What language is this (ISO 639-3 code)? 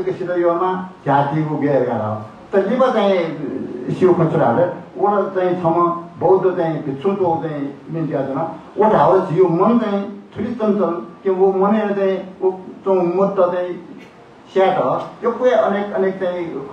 new